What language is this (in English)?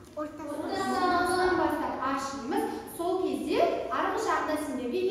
Kazakh